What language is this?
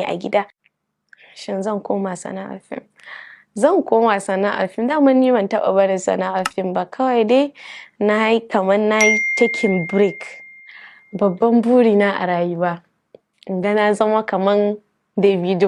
Hausa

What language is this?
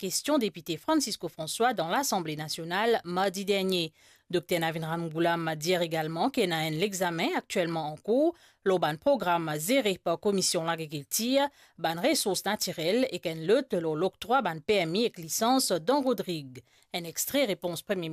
Morisyen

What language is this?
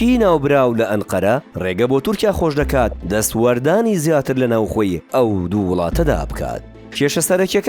Central Kurdish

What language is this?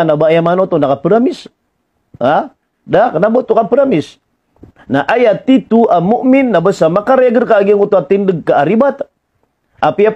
Maranao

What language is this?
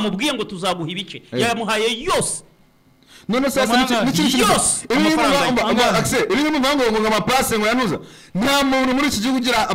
Kinyarwanda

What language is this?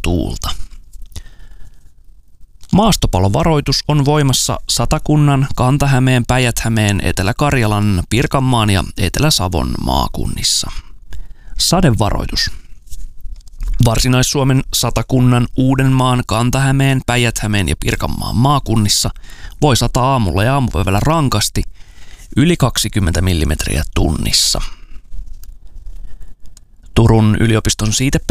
Finnish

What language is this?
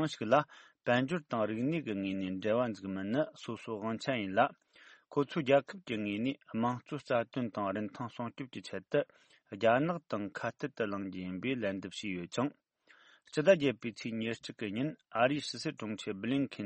Tibetan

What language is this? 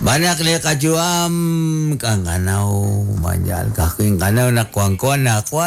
Kekchí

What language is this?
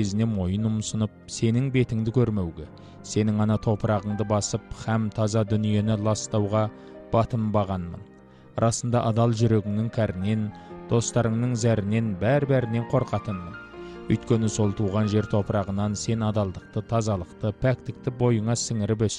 Kazakh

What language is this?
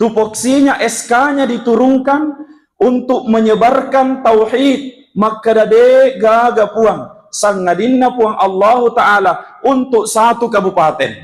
Buginese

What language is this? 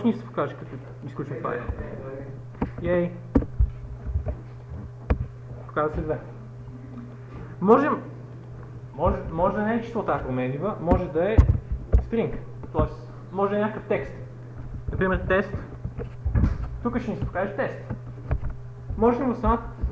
Bulgarian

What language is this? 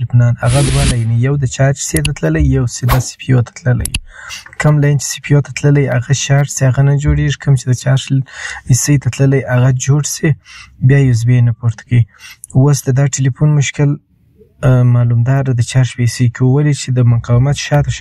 Pashto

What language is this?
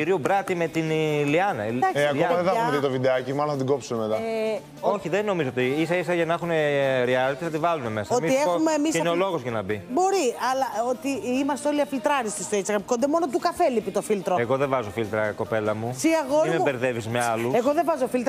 Greek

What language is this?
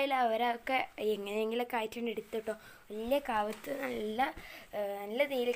Malayalam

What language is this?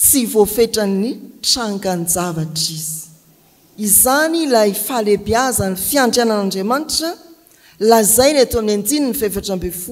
Malagasy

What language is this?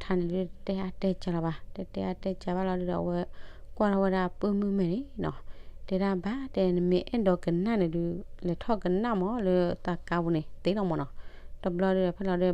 S'gaw Karen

